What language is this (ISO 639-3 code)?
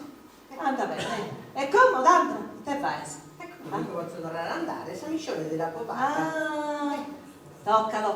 srd